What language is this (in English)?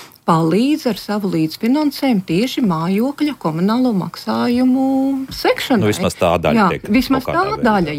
Latvian